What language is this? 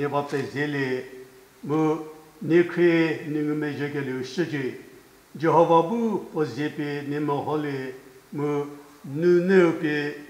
Angami Naga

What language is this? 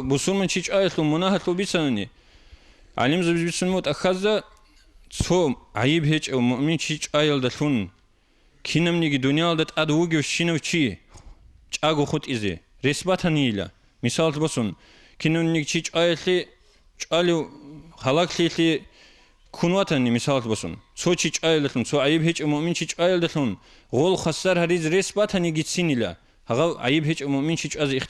Avaric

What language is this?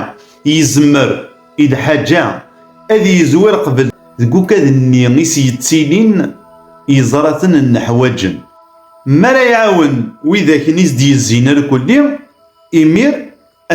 Kabyle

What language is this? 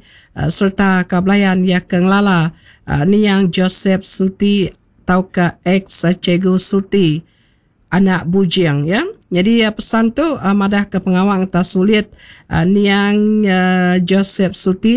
Iban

